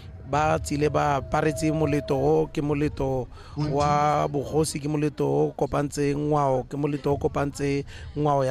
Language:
Tswana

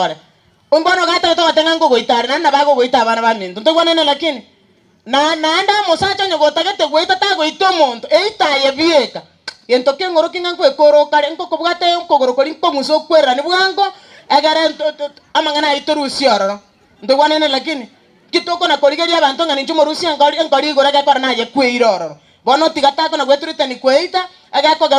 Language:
Gusii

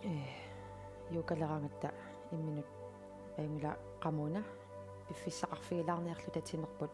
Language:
Kalaallisut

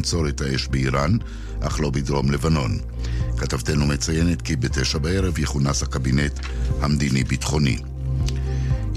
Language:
Hebrew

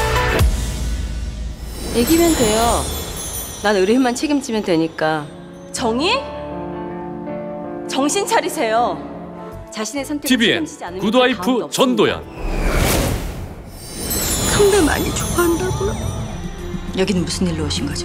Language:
Korean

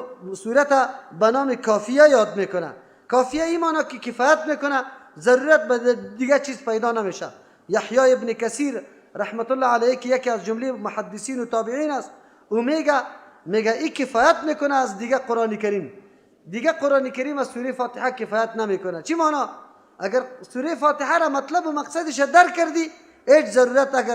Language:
Persian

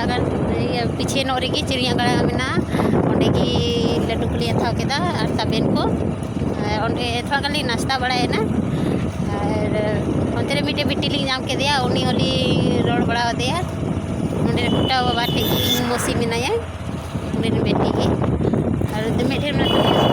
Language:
Santali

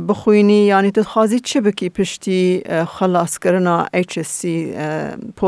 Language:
Kurdish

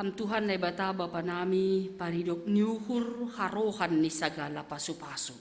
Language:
Batak Simalungun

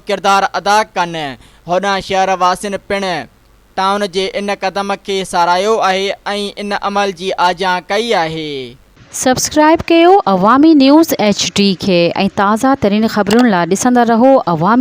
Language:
Sindhi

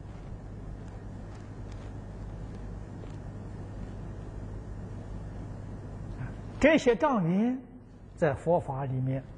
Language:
Chinese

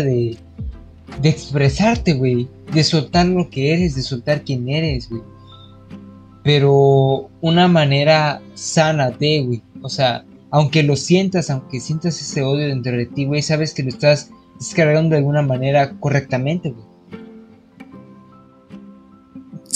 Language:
Spanish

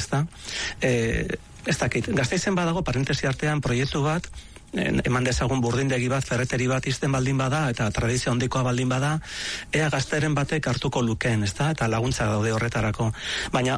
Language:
Basque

